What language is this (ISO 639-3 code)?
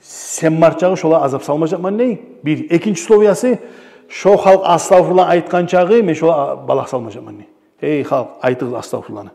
kum